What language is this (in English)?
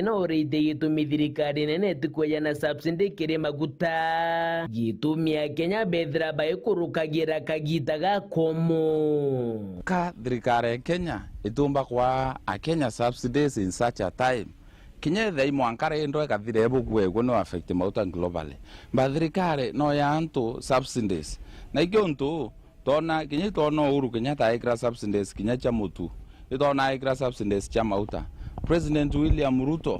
Meru